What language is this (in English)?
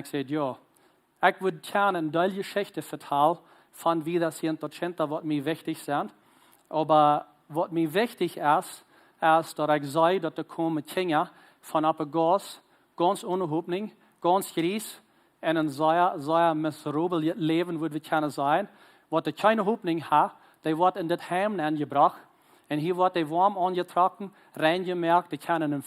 Plautdietsch